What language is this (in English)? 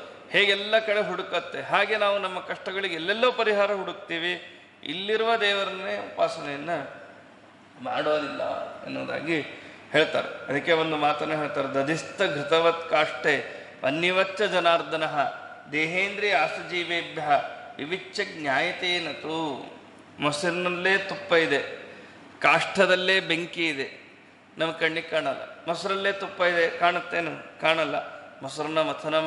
Kannada